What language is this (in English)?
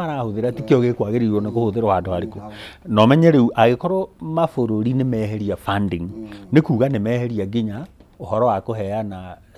Kikuyu